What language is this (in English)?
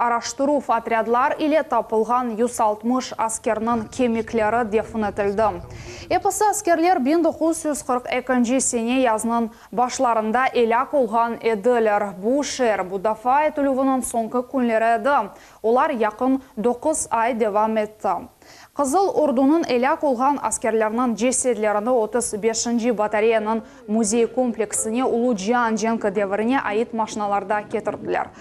Crimean Tatar